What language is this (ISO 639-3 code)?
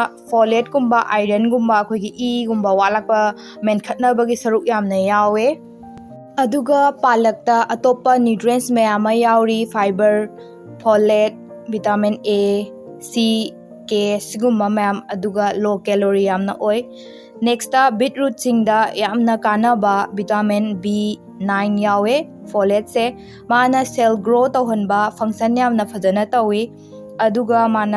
mni